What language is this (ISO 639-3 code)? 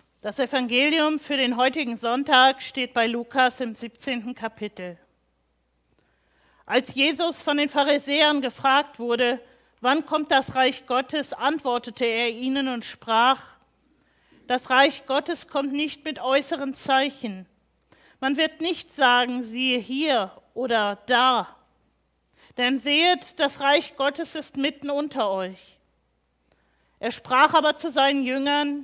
deu